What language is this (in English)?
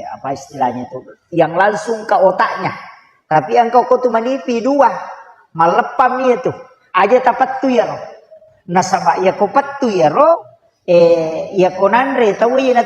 Buginese